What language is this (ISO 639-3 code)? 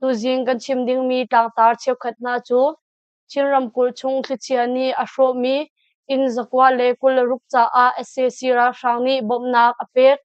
cnh